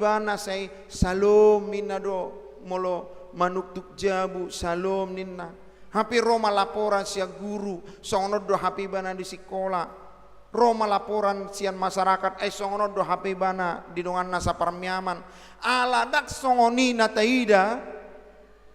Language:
Batak Toba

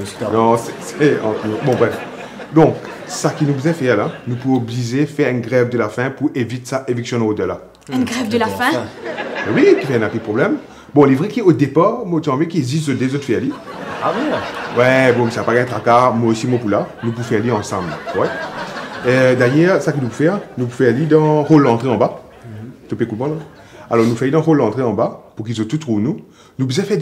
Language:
Morisyen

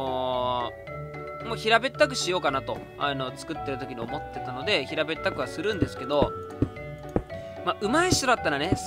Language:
Japanese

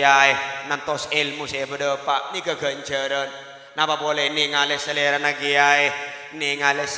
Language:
Madurese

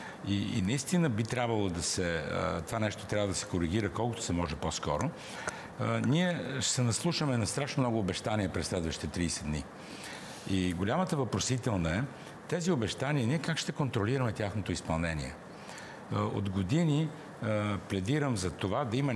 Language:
Bulgarian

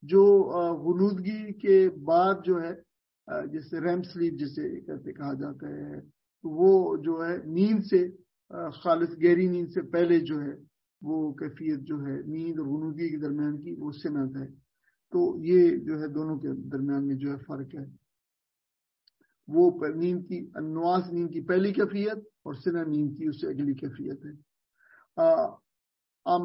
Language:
Urdu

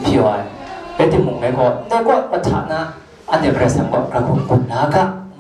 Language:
Kachin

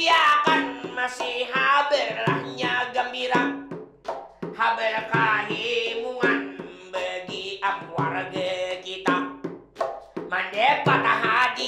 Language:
Banjar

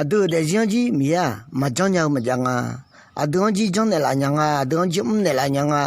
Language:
Akha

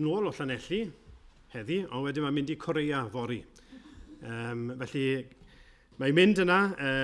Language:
Welsh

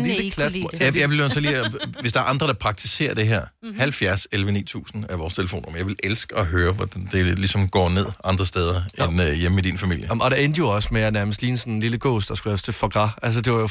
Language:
Danish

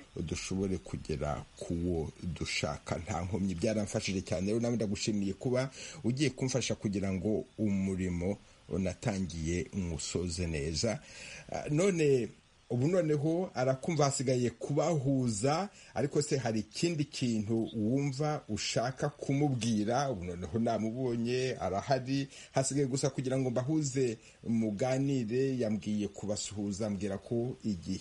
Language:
Kinyarwanda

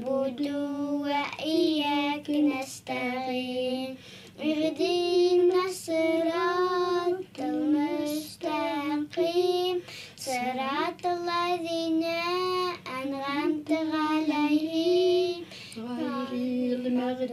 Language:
Bashkir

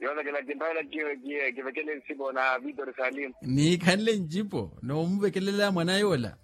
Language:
Makhuwa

